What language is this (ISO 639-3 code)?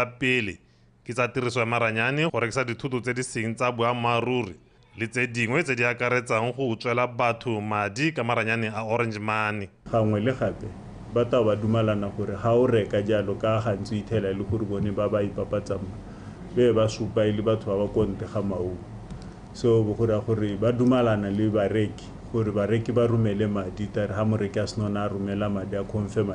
tsn